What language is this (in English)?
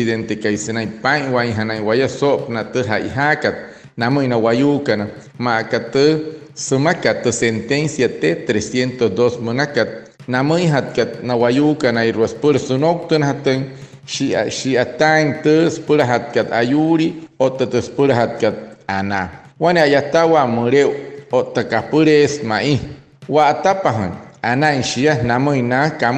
Wayuu